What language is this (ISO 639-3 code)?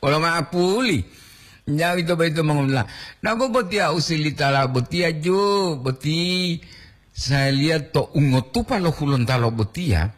gor